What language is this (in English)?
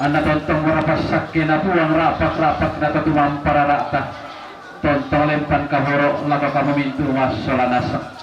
Toraja-Sa'dan